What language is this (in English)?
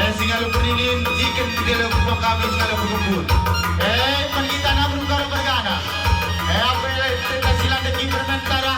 Batak Karo